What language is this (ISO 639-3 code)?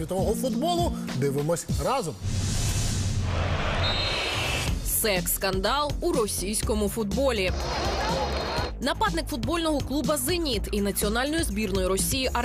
ukr